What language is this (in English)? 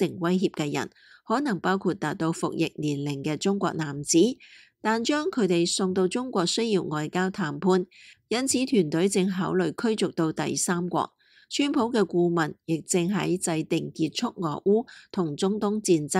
Cantonese